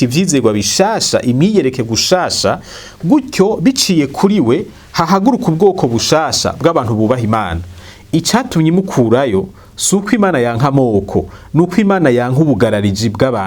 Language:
Rundi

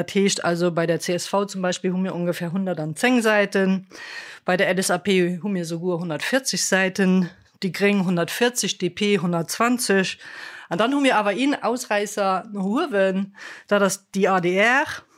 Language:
Luxembourgish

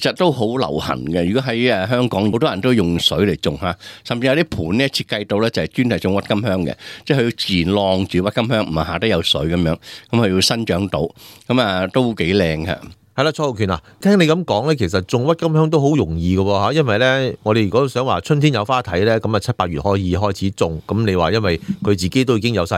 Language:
Cantonese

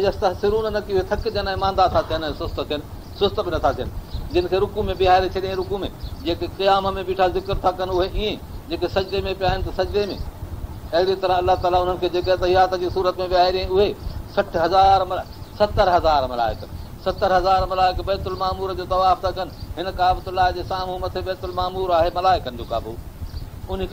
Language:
Sindhi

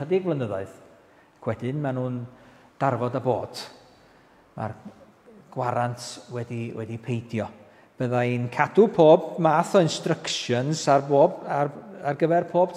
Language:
Welsh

